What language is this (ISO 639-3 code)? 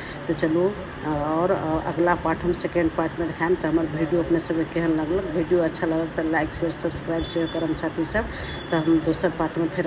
mai